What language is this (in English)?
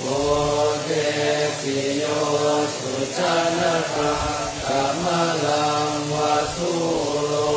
Pali